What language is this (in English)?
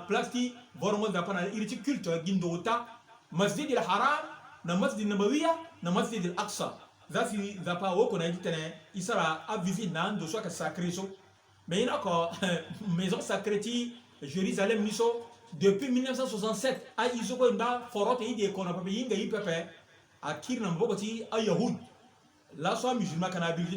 Sango